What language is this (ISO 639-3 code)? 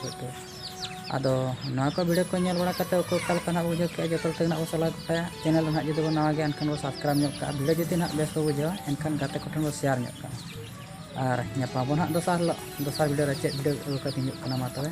sat